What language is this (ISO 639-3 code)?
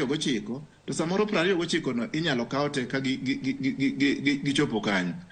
luo